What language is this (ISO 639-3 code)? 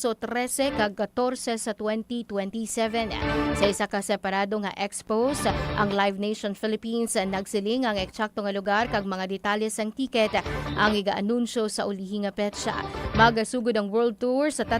hil